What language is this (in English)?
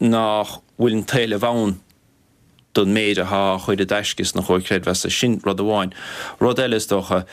Irish